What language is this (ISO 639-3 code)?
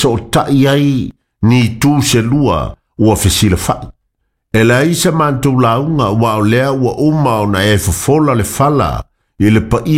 smo